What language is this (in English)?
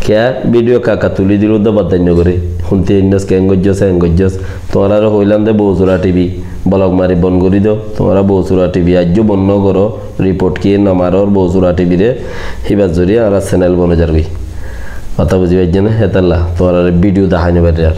Rohingya